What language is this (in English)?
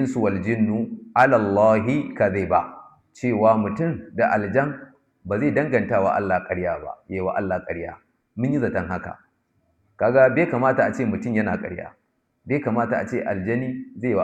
Hausa